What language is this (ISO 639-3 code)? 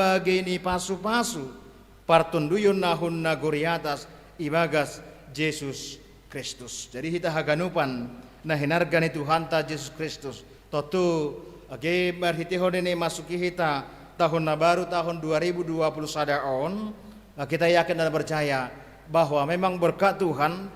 bts